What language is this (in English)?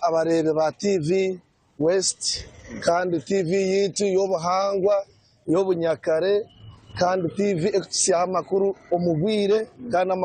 Nyankole